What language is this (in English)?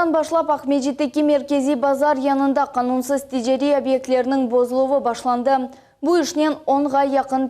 Crimean Tatar